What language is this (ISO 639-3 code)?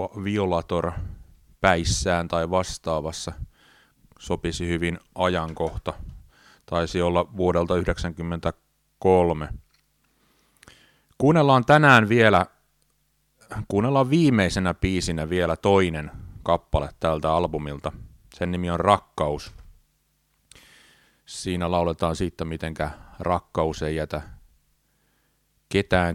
fin